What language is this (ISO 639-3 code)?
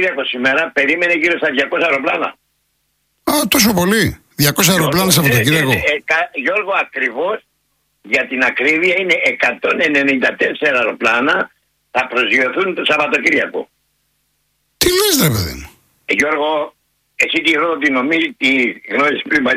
ell